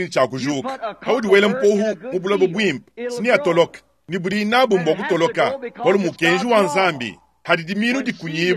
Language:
Luba-Lulua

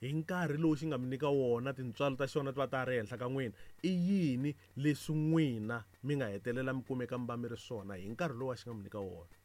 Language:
Tsonga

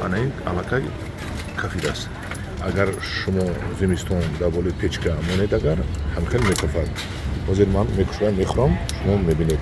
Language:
Tajik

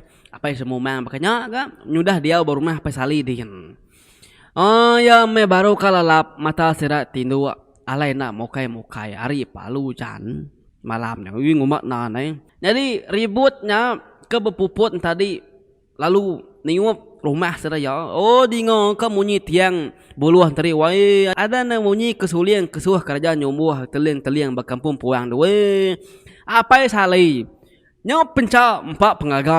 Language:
Iban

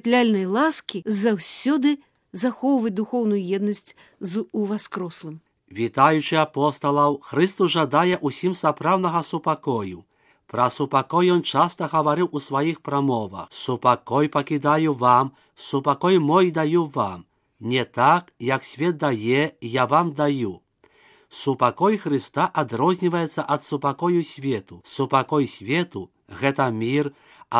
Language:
Belarusian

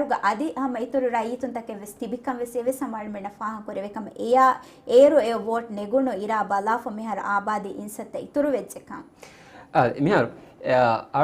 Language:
Divehi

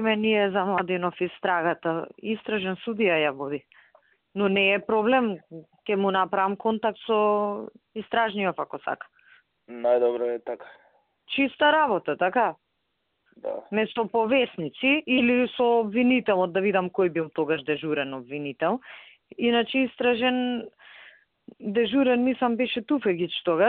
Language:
Macedonian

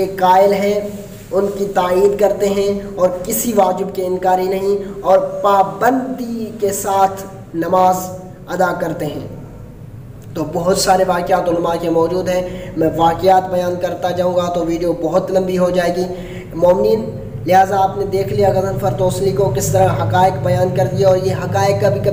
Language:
Urdu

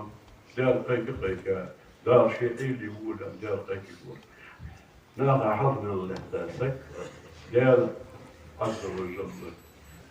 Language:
Ingush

